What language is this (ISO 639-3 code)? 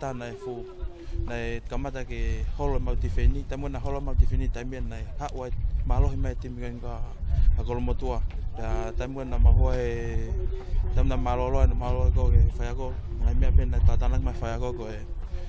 ton